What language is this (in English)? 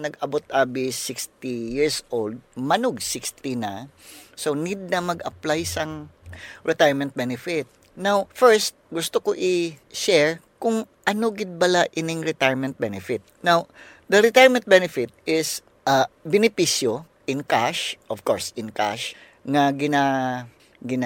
Hiligaynon